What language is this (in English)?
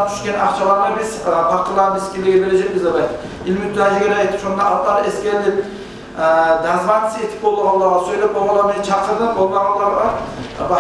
Kumyk